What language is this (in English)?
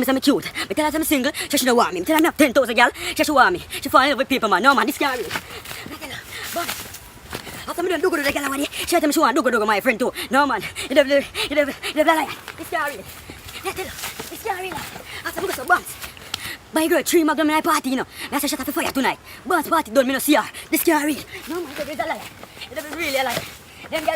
Jamaican Creole English